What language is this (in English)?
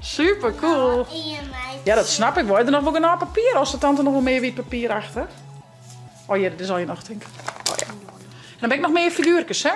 Western Frisian